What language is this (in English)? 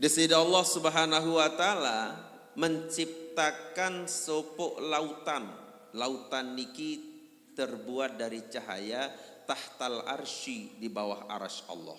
Sasak